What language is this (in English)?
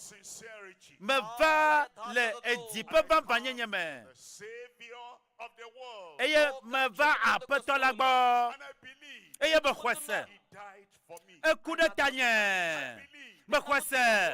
Ewe